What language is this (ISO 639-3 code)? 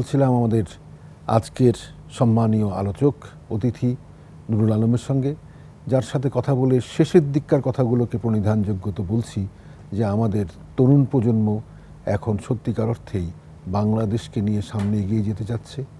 ben